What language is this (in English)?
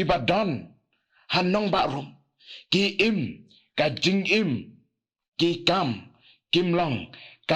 Khasi